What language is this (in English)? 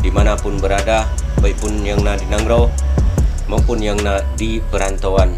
Achinese